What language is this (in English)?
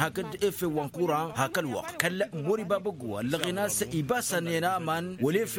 Tamasheq